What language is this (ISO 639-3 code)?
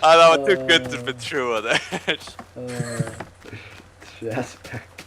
fao